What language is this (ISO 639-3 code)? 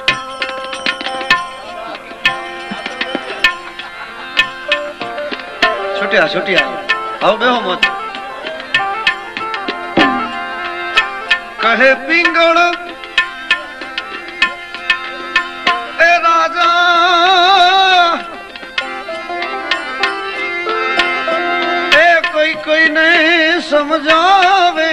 guj